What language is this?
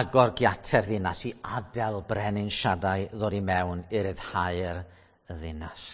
Welsh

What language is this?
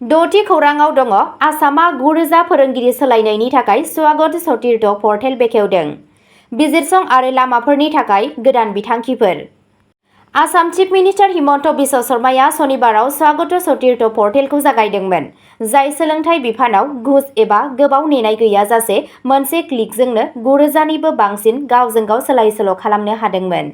Bodo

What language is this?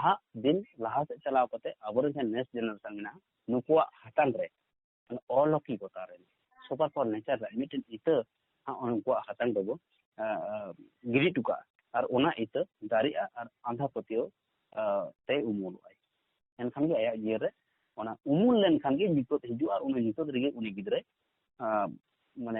Santali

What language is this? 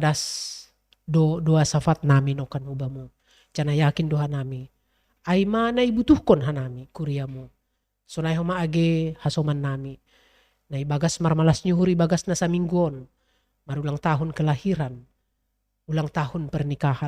Batak Simalungun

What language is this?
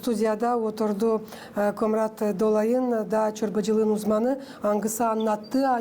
Gagauz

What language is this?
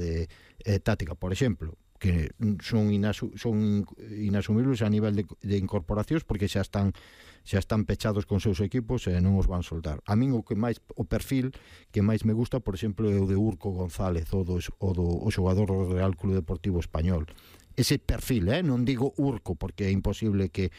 Galician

